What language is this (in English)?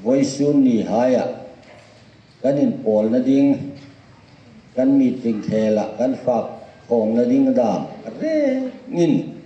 Hmar